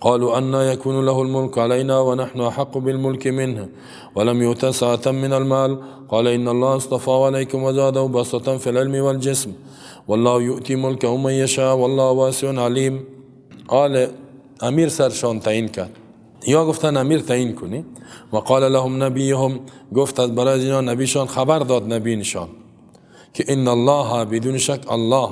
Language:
Persian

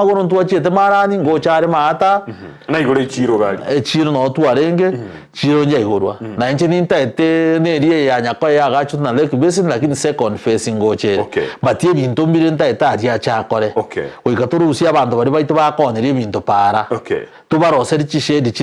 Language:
Gusii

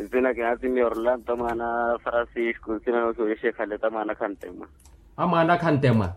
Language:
Makhuwa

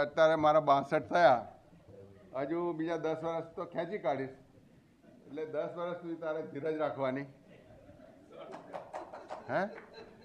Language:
Gujarati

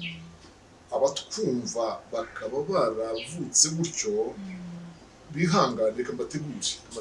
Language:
Kinyarwanda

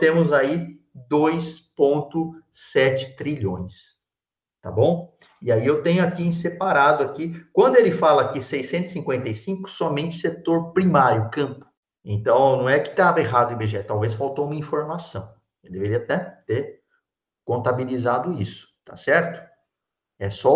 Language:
Portuguese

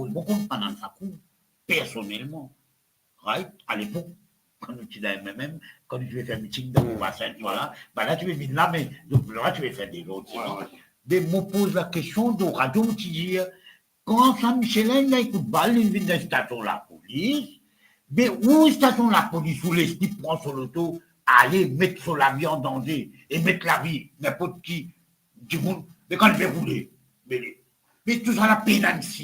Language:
Morisyen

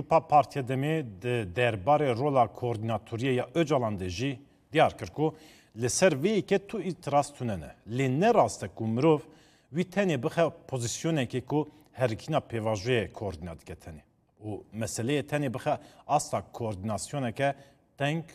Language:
Kurdish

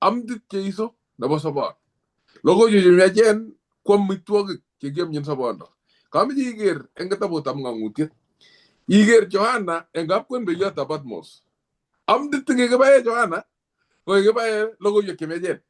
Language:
Kalenjin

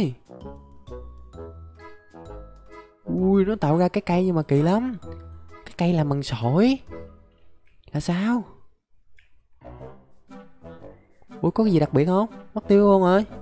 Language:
Vietnamese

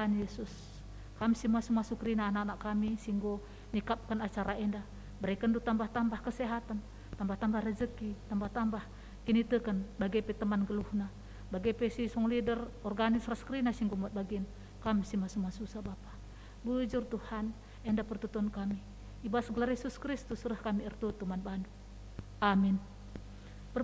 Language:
Batak Karo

